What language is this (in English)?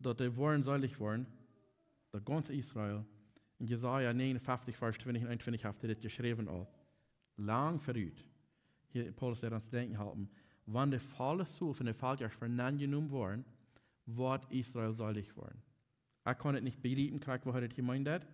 Plautdietsch